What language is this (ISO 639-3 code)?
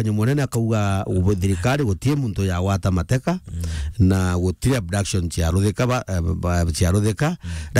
mer